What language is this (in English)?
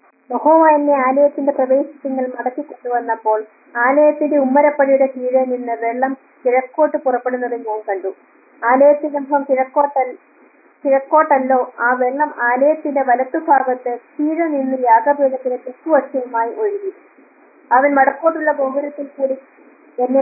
Malayalam